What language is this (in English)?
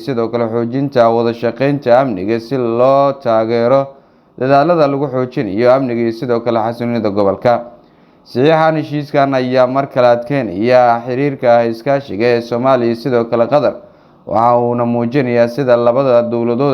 Somali